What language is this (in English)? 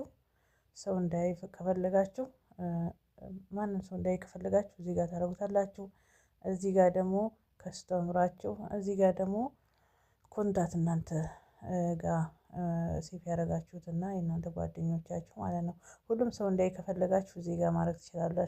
Amharic